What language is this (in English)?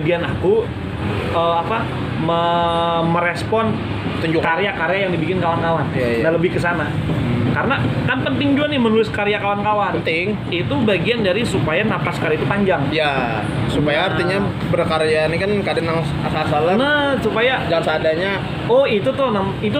Banjar